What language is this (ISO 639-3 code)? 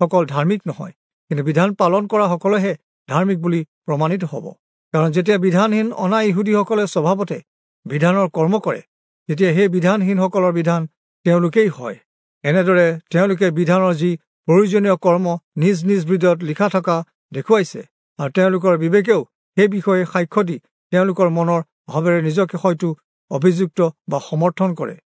asm